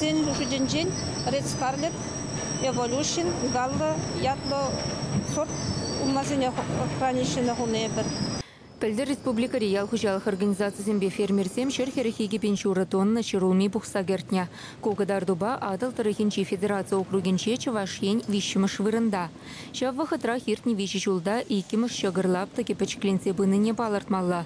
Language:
Chuvash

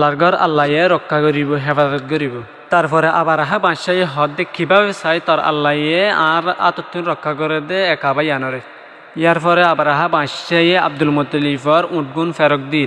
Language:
Rohingya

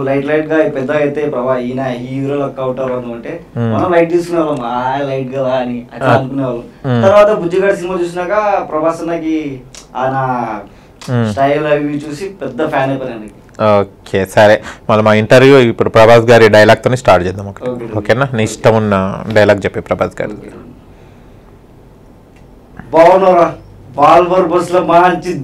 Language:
Telugu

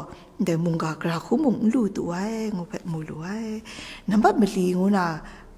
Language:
Kachin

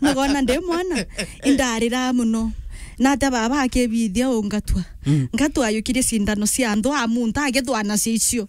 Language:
Meru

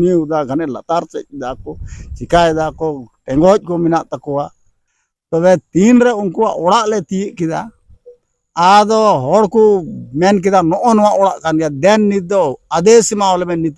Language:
Santali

